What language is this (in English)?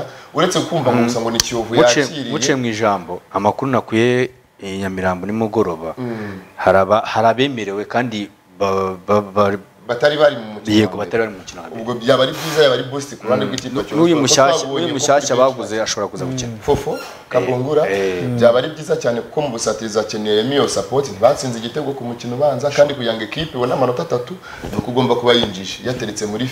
Kinyarwanda